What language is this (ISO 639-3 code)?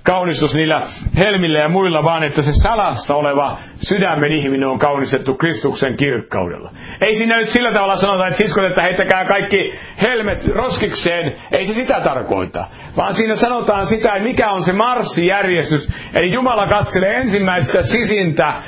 fin